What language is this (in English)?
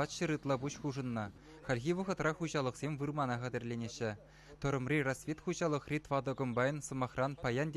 Chuvash